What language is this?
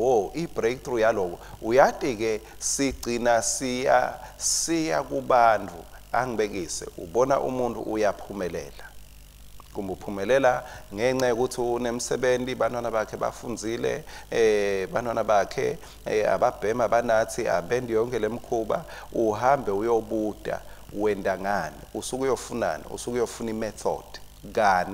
Swati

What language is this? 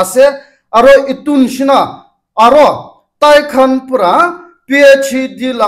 Naga Pidgin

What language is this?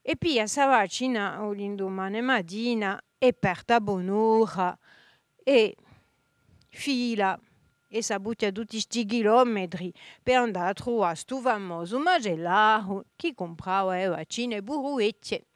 Corsican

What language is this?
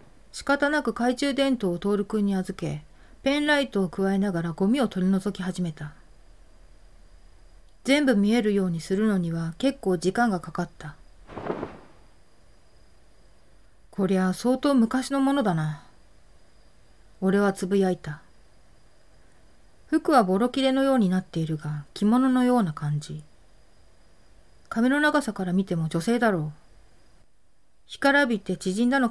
Japanese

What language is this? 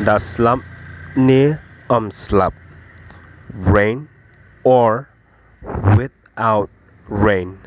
Khasi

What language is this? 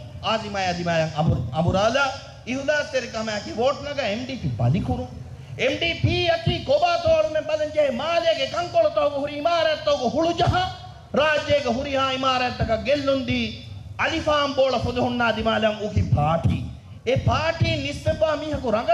Divehi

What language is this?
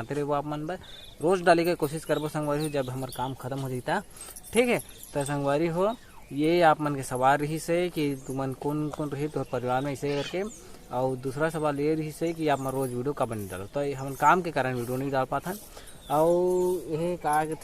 Chhattisgarhi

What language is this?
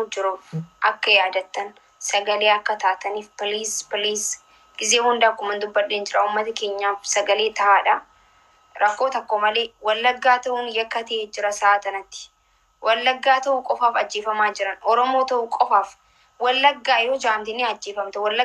Oromo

